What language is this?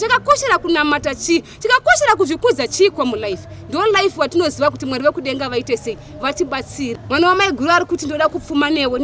Shona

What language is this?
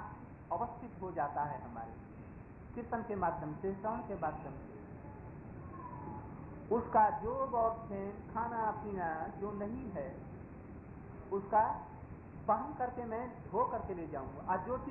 Hindi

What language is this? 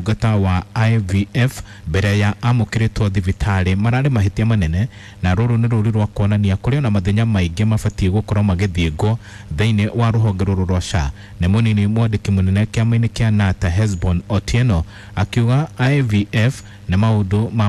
Kikuyu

